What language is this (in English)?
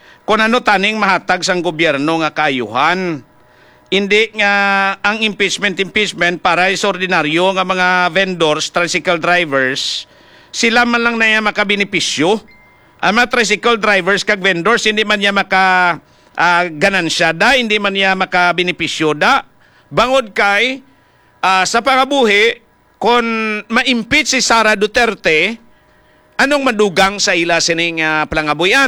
Hiligaynon